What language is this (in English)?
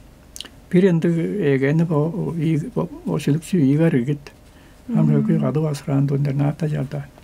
Tuvinian